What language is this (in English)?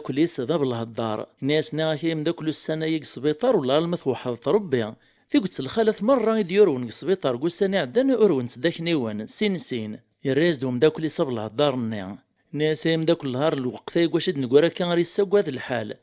Kabyle